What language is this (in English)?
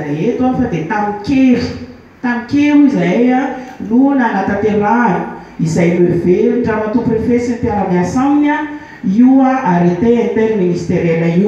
Malagasy